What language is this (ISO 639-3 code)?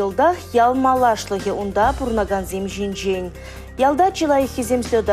chv